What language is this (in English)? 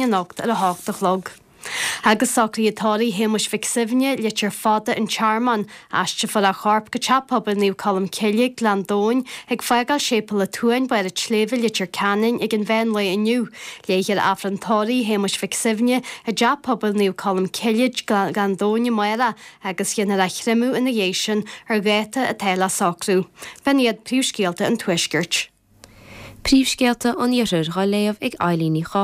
Irish